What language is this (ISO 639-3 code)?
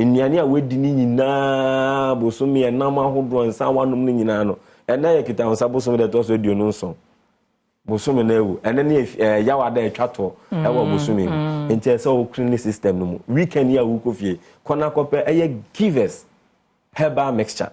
aka